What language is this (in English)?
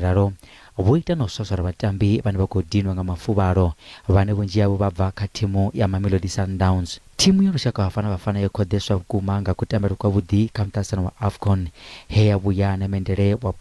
Venda